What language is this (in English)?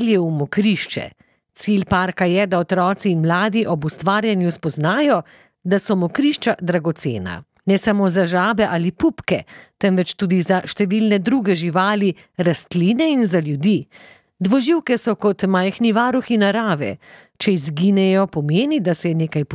Slovenian